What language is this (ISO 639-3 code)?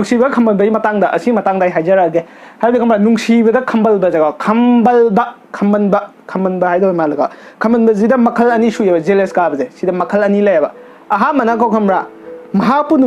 mni